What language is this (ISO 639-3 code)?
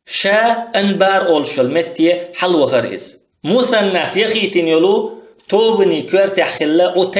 che